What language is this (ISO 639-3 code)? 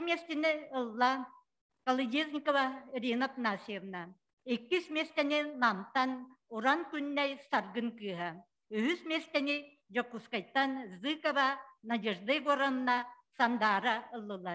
sah